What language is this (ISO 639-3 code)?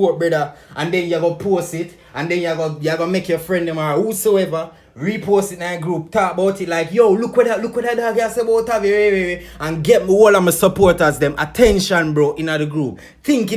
jam